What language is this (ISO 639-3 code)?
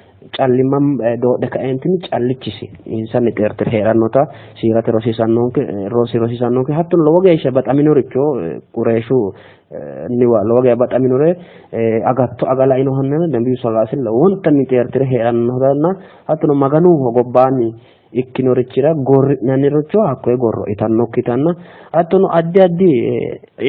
sid